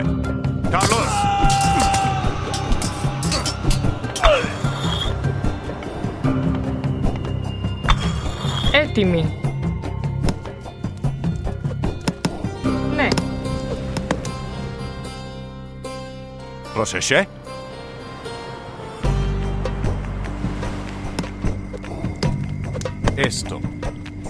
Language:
Greek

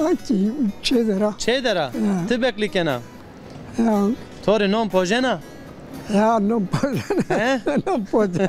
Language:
Zaza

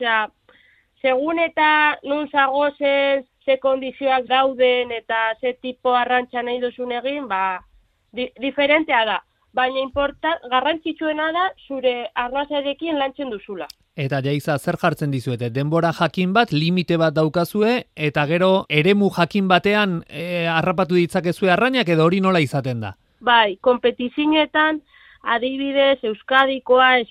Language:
Basque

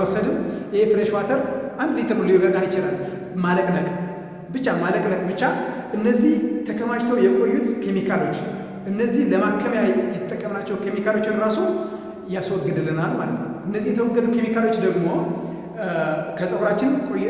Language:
Amharic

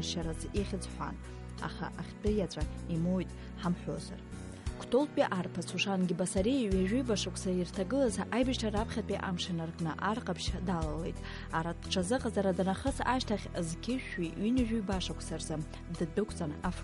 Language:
Abkhazian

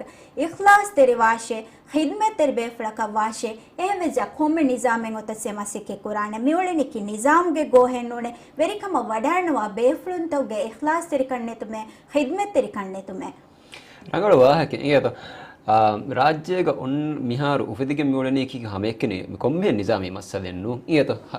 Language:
Divehi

